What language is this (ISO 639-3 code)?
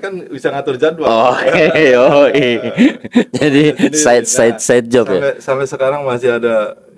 ind